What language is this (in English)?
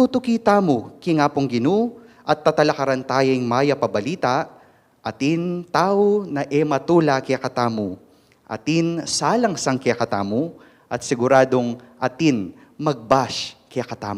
Pampanga